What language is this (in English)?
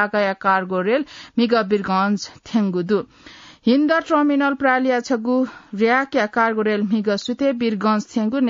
Newari